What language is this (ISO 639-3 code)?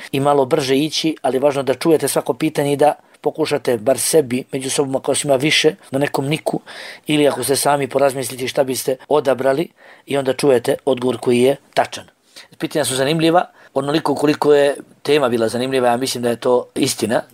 bos